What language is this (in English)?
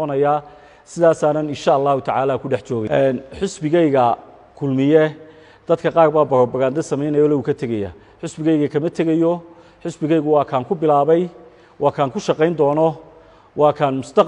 Somali